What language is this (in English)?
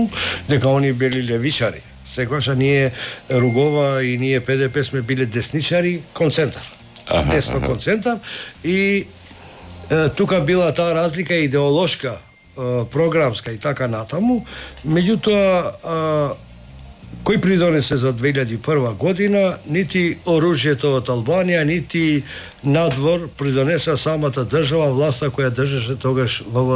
Macedonian